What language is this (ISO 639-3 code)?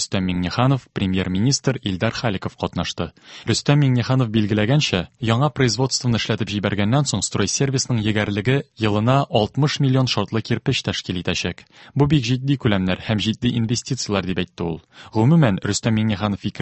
tat